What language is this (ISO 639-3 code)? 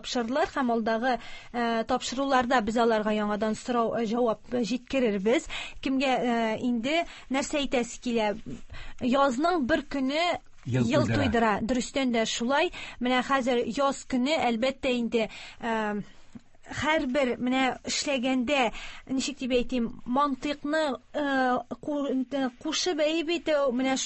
tat